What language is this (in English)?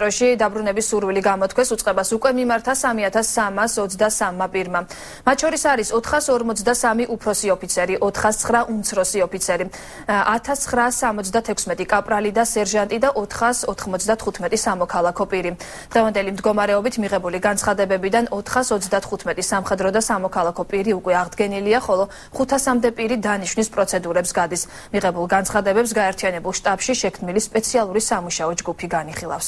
Georgian